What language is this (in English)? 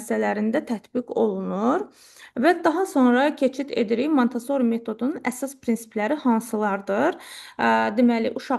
Azerbaijani